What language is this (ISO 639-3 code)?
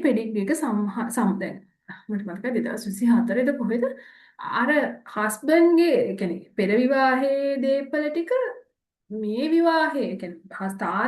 sin